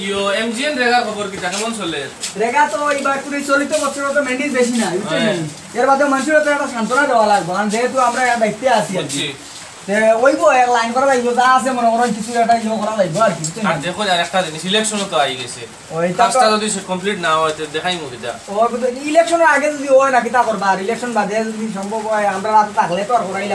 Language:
Sylheti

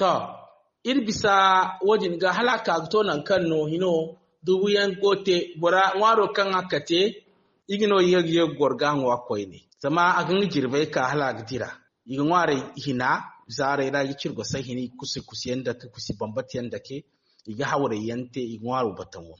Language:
Zarma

